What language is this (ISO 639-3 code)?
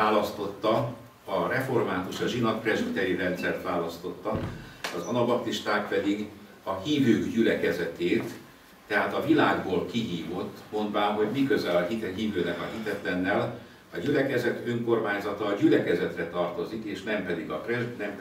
hun